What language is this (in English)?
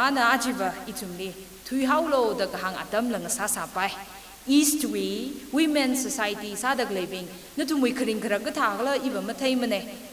Tangkhul Naga (India)